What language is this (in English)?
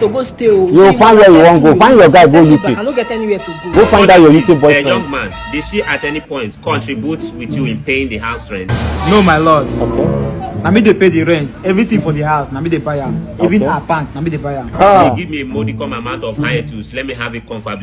Nigerian Pidgin